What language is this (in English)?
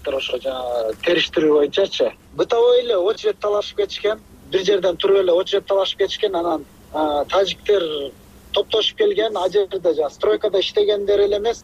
Kyrgyz